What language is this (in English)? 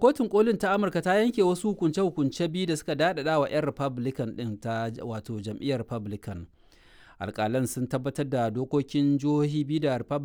Hausa